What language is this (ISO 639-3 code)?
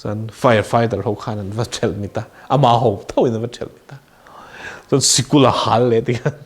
lus